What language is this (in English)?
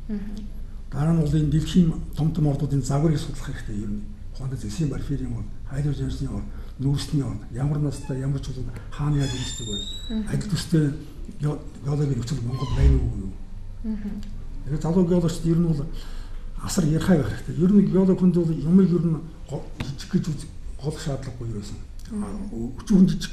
Mongolian